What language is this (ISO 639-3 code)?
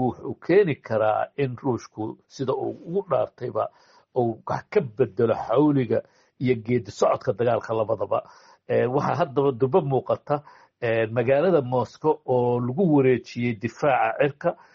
som